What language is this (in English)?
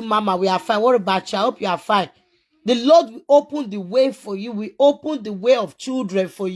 Nigerian Pidgin